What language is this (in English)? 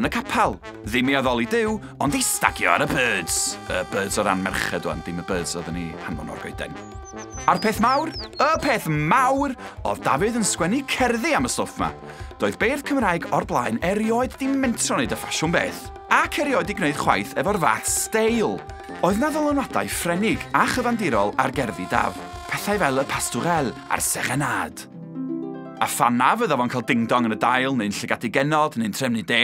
Welsh